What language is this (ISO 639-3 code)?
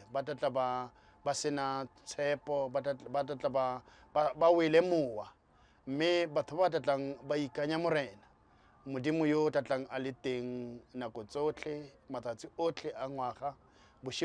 tsn